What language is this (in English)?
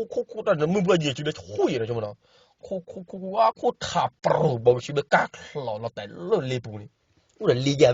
S'gaw Karen